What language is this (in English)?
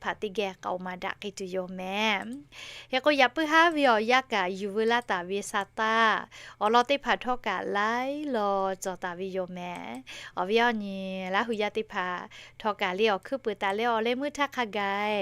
Lahu